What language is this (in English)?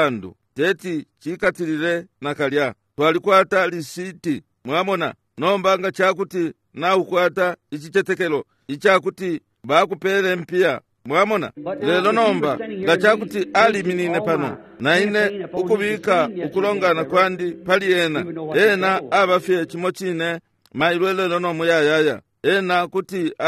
Bemba